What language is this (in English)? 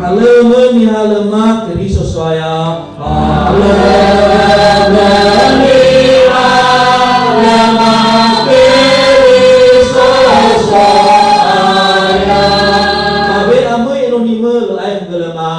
Nias